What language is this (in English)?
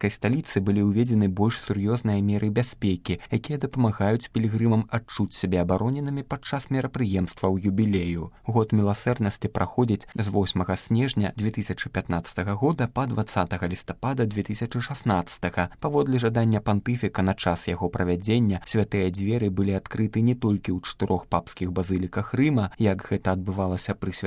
Belarusian